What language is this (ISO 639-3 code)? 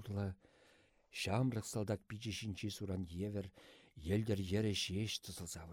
chv